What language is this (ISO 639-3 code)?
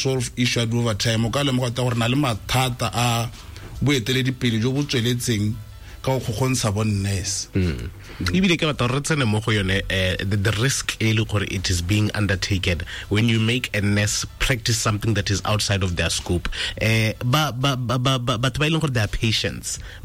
tsn